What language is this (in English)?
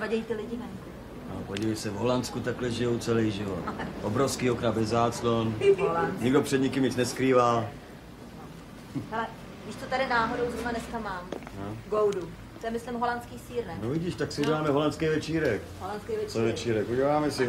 Czech